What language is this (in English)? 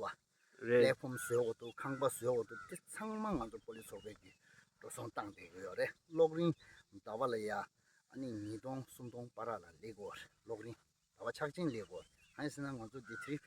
Tibetan